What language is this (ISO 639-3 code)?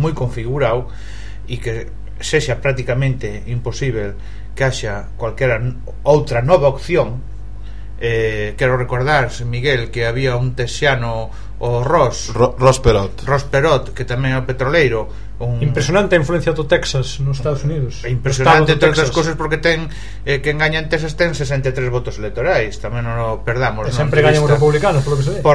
glg